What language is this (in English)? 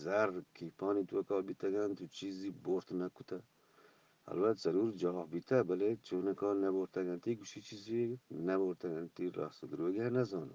Eastern Balochi